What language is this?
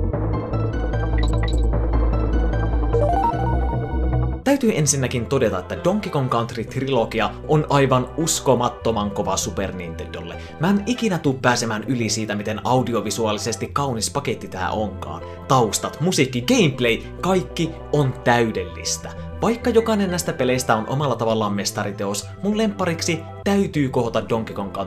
Finnish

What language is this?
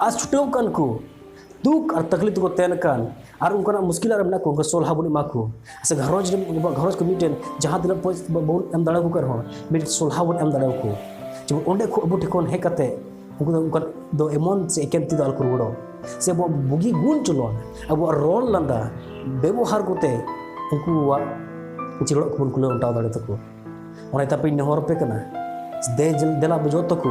Santali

